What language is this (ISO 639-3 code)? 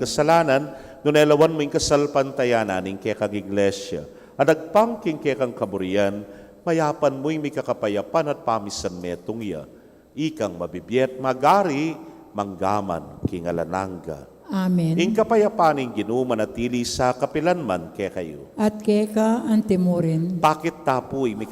pam